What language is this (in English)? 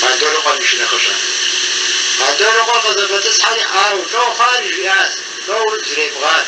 Kabardian